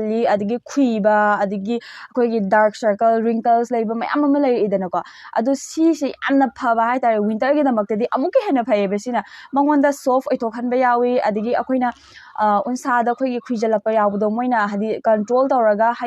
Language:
Manipuri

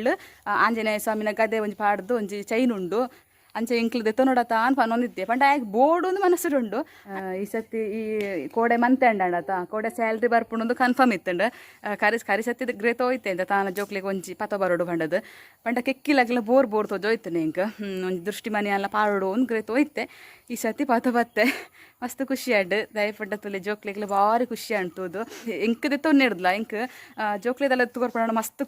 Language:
Tulu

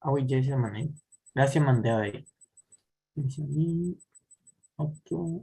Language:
Guarani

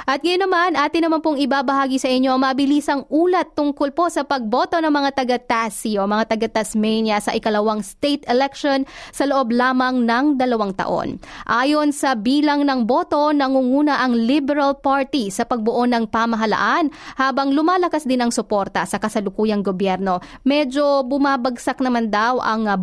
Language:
Filipino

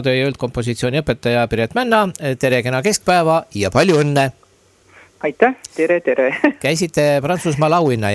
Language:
Estonian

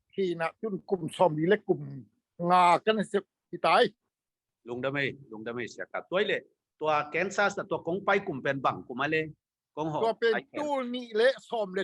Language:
Tedim Chin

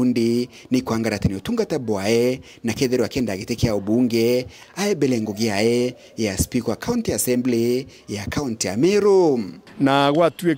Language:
Meru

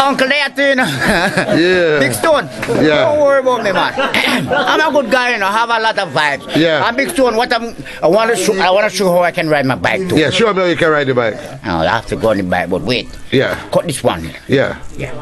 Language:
Jamaican Creole English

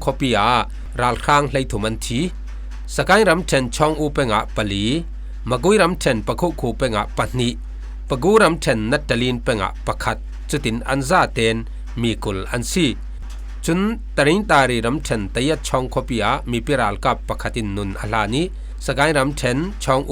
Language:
Falam Chin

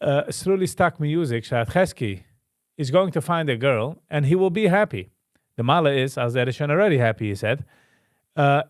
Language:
Yiddish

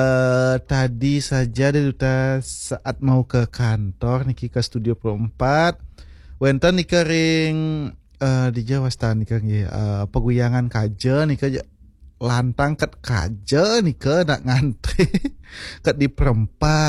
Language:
Balinese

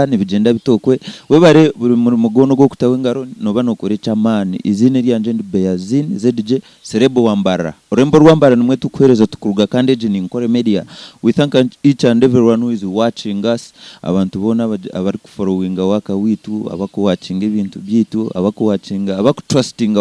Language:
Nyankole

